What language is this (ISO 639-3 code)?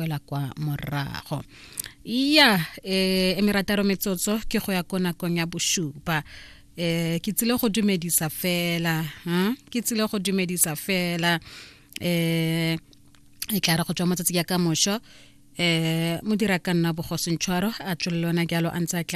tsn